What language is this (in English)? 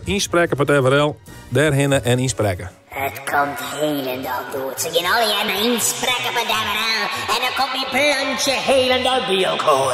Western Frisian